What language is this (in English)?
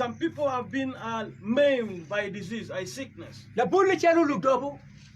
Acoli